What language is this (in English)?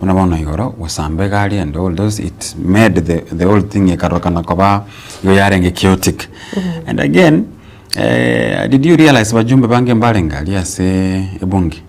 Gusii